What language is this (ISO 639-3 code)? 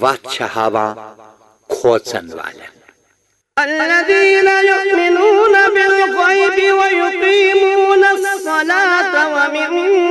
kas